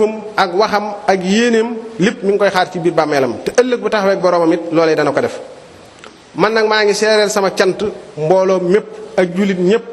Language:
Wolof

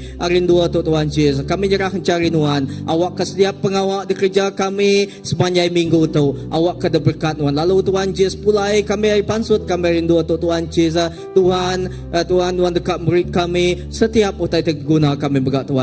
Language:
Iban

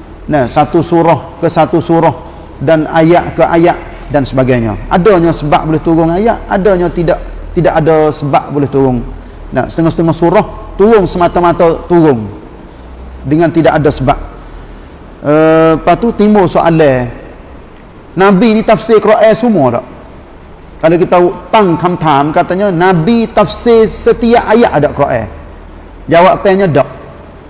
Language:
Malay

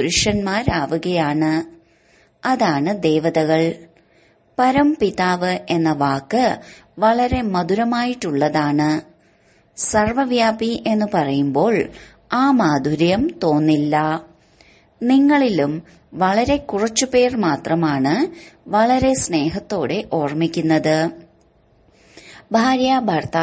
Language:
Malayalam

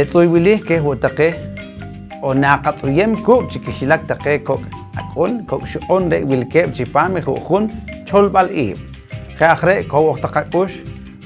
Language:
Poqomchi'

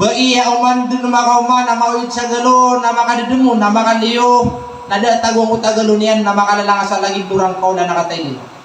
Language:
Maranao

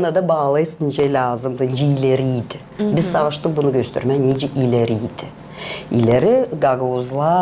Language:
Gagauz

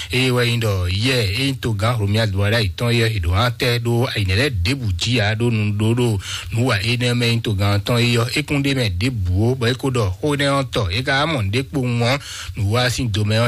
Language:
Fon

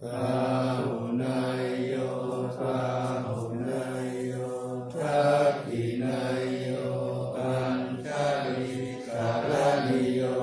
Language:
Pali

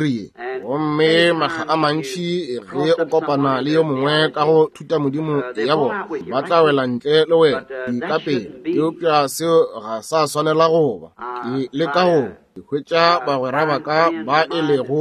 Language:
Northern Sotho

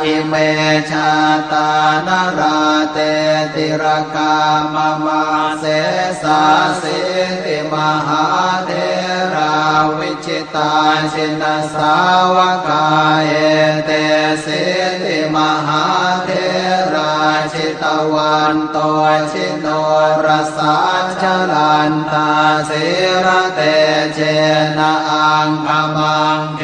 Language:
Pali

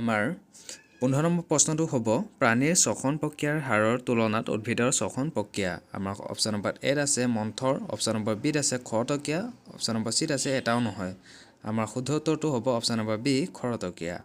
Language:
Assamese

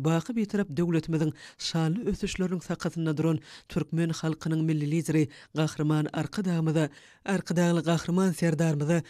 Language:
Turkmen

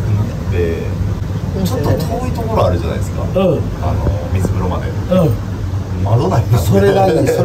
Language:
Japanese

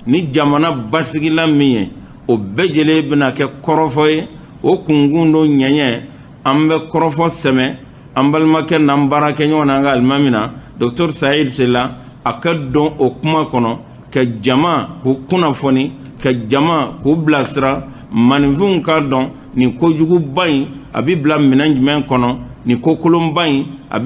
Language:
Bambara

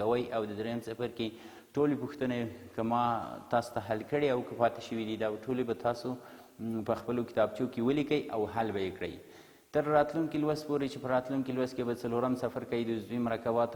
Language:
Pashto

